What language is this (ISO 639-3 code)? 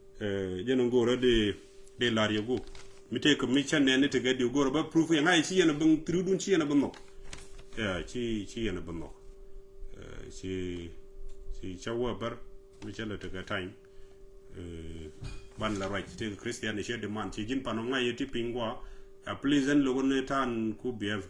nus